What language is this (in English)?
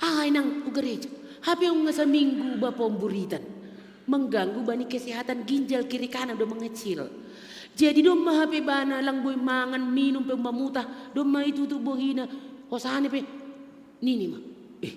Batak Simalungun